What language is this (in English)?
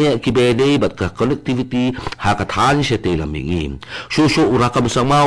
Khasi